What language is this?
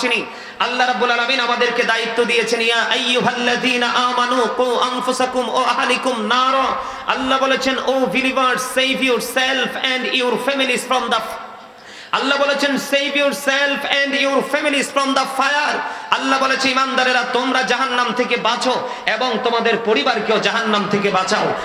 Bangla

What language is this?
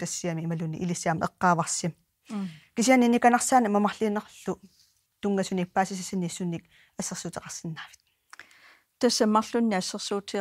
Kalaallisut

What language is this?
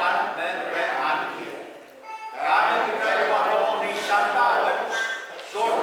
Pohnpeian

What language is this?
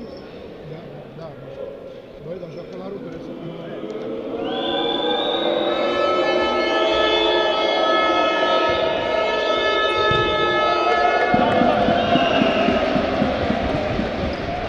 Romanian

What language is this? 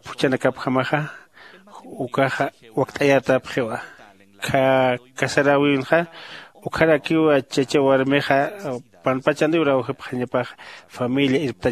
Aymara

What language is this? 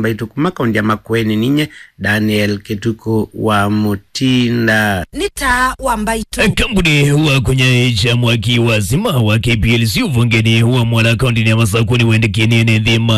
Kamba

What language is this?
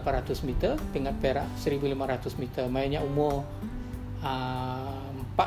Iban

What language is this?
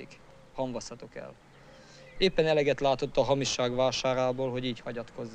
Hungarian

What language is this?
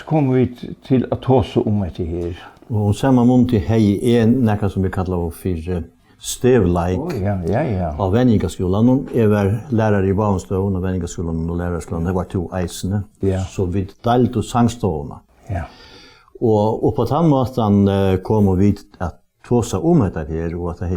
Faroese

